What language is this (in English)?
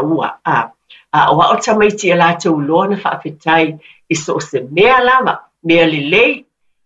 Samoan